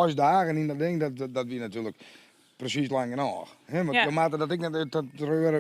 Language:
Western Frisian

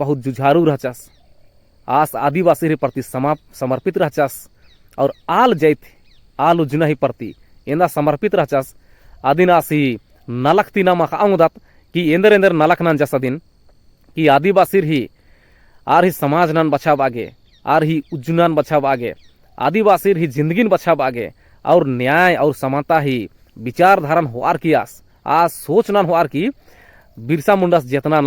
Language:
Kurukh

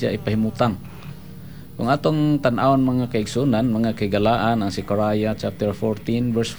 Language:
Cebuano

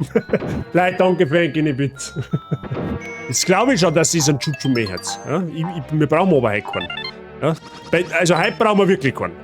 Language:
Bavarian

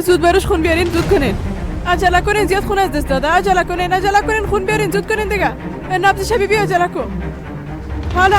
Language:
Persian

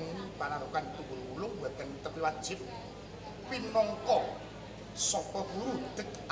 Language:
Javanese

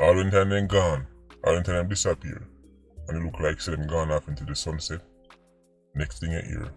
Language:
Jamaican Creole English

